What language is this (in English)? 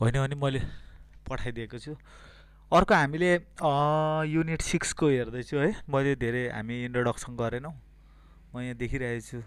Nepali